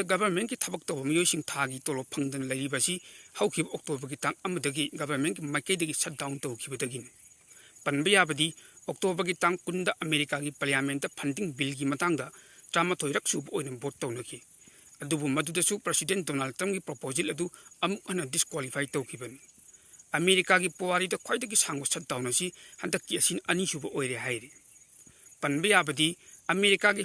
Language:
Manipuri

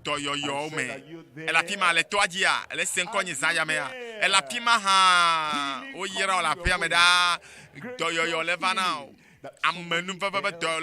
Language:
Ewe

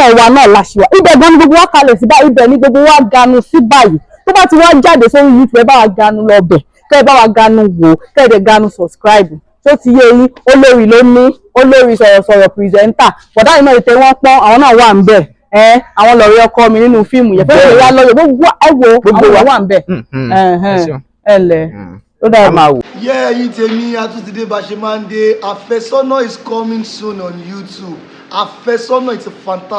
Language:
Yoruba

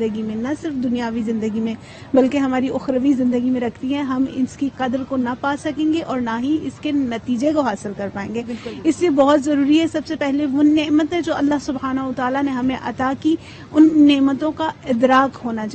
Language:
Urdu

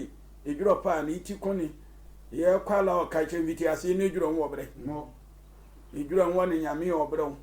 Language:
Sehwi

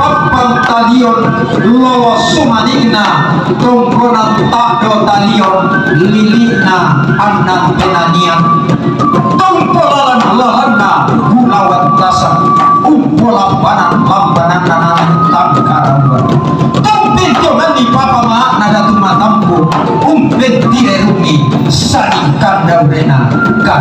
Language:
Toraja-Sa'dan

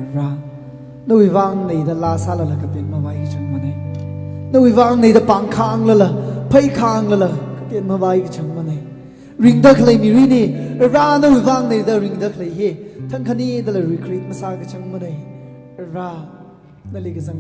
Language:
Tangkhul Naga (India)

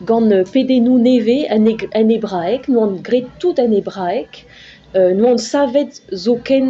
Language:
Breton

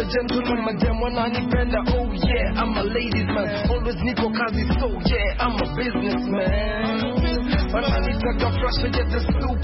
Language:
Swahili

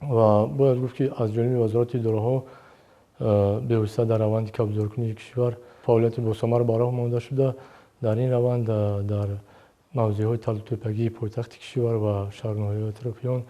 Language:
Tajik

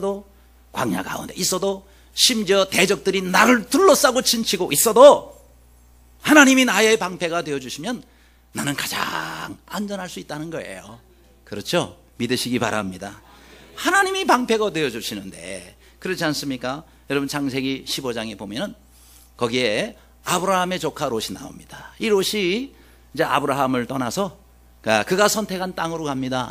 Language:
Korean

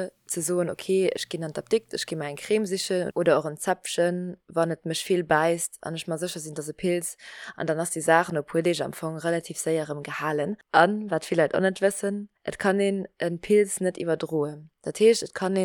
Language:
Luxembourgish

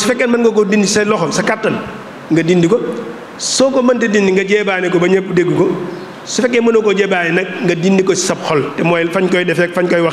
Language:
Wolof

